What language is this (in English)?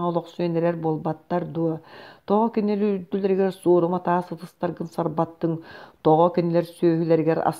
Yakut